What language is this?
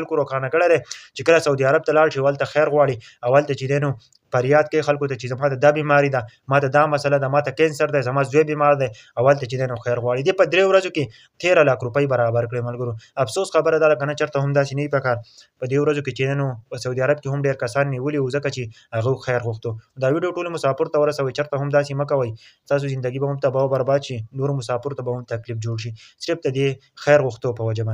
Pashto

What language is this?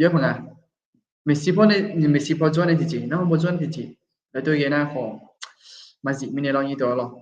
Akha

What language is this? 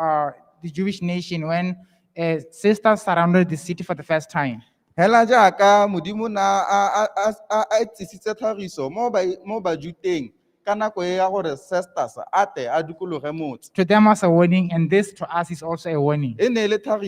Tswana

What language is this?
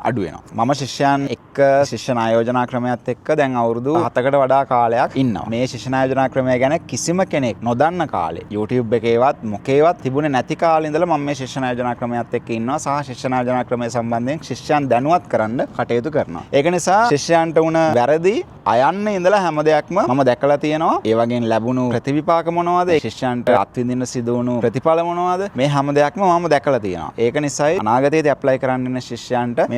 Sinhala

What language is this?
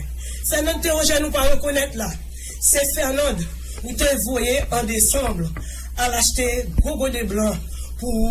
Haitian Creole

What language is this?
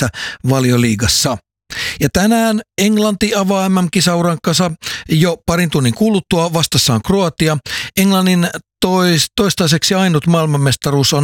Finnish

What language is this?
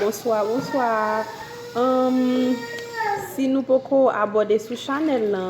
Haitian Creole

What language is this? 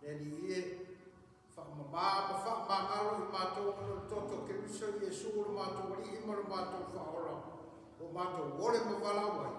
Samoan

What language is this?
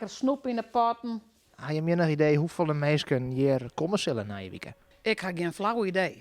Western Frisian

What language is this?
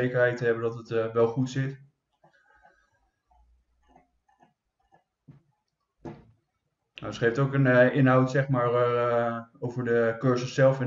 Dutch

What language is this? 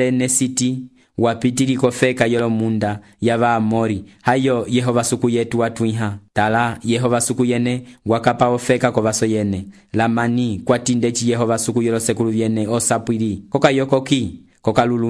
Umbundu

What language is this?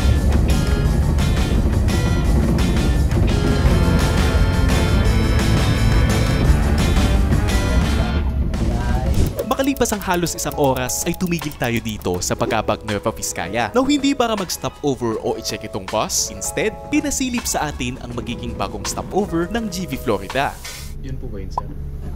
Filipino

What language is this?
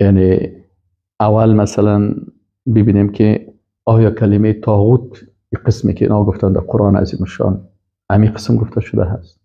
Persian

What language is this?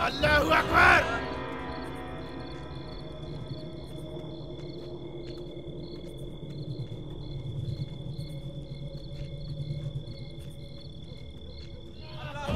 Punjabi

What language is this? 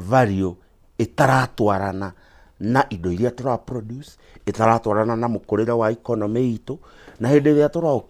Kikuyu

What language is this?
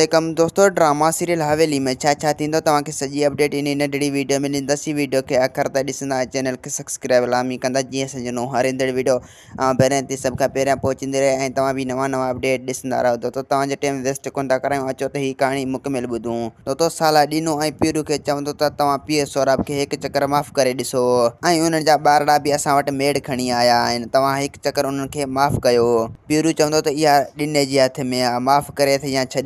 Sindhi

